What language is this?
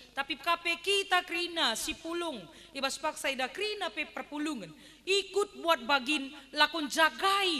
Batak Karo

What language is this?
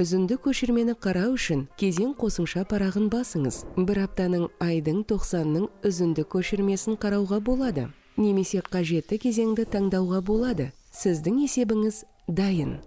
Kazakh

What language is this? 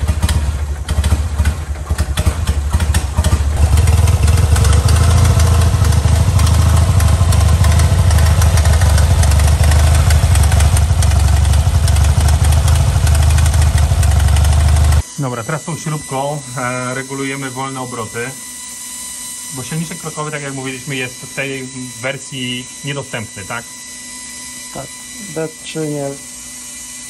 Polish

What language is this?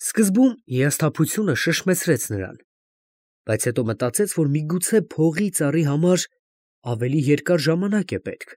Armenian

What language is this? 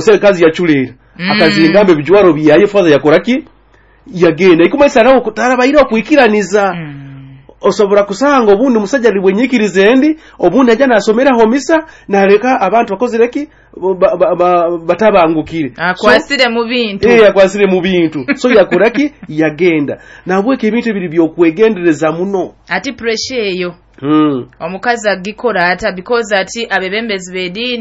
Nyoro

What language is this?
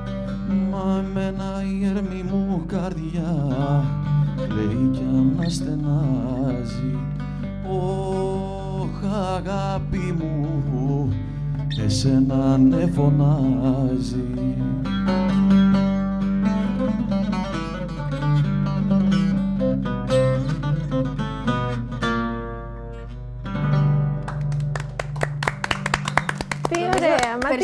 Greek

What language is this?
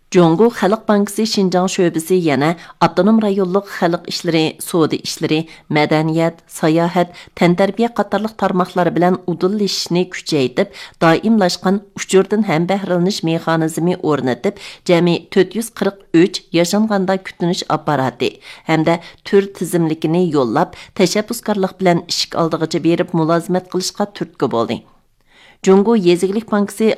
Uyghur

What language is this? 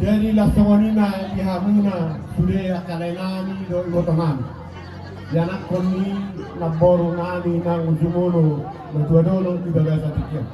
Batak Toba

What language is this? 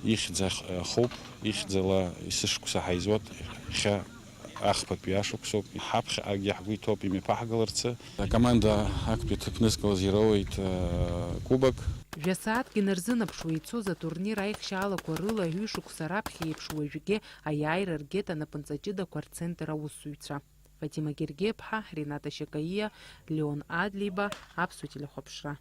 Abkhazian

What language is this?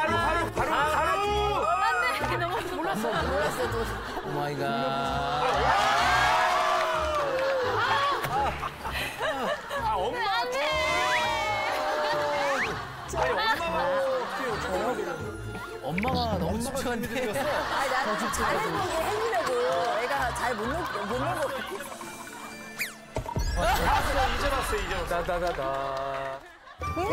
Korean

